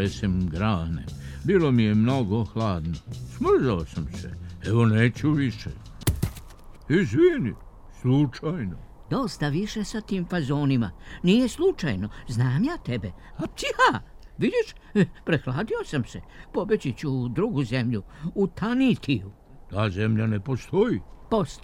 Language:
Serbian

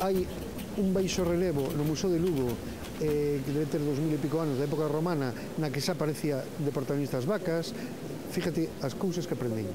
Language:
Galician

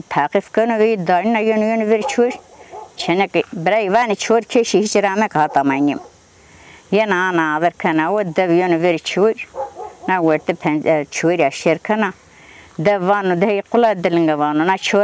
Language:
Zaza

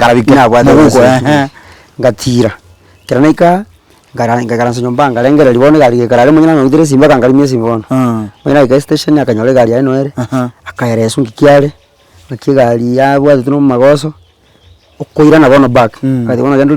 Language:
Gusii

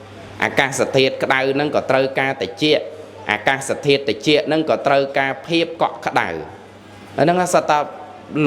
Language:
Khmer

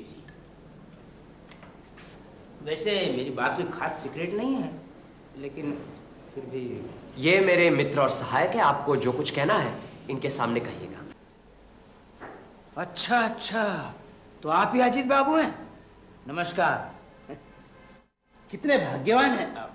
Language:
Hindi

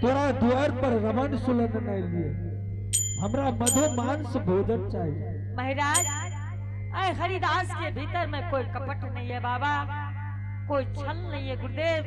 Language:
Angika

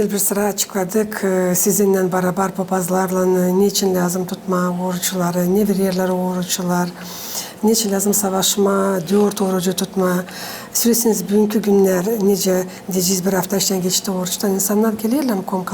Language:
Gagauz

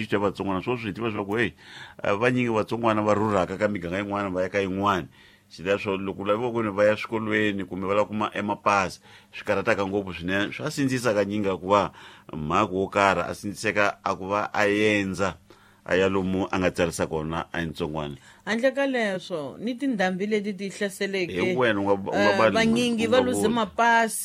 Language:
Tsonga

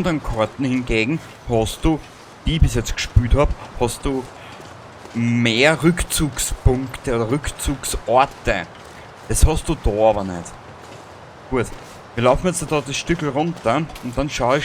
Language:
Bavarian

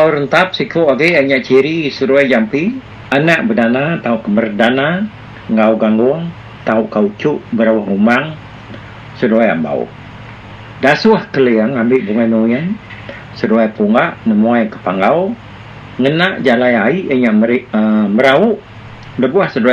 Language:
Iban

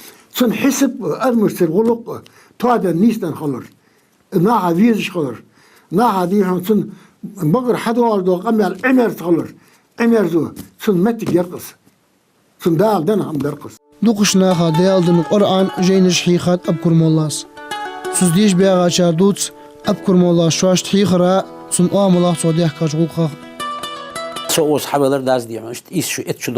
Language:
Ingush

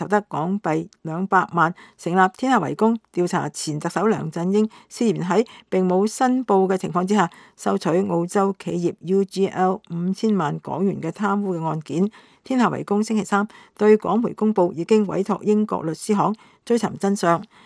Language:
Cantonese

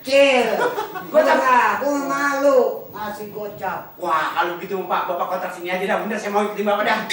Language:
Betawi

